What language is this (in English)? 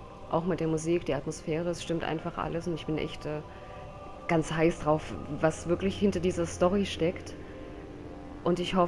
German